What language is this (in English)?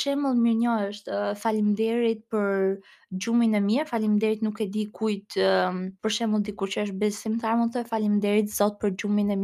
Albanian